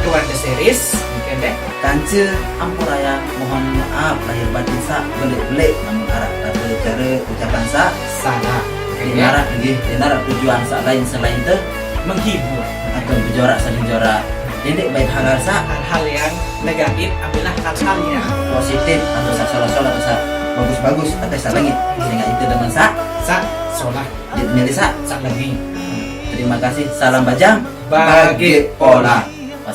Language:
Sasak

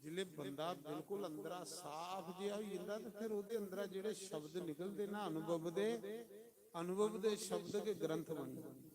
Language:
Dogri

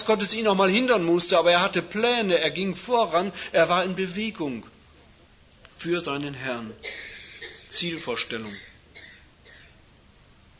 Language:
German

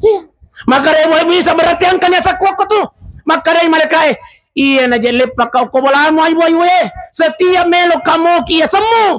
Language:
Buginese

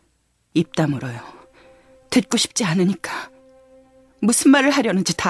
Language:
Korean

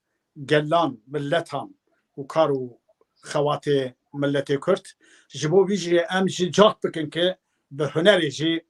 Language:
Kurdish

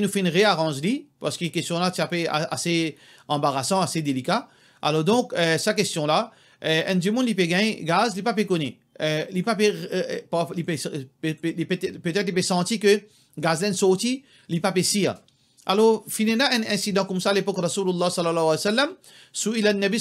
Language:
Morisyen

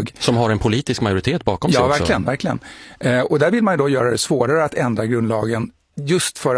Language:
Swedish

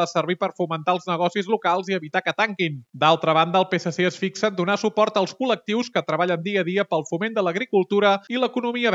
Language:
Catalan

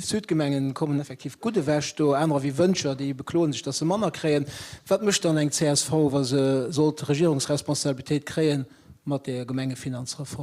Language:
Luxembourgish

